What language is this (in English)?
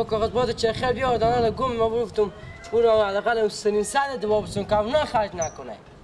Persian